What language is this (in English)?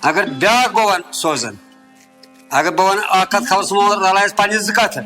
Kashmiri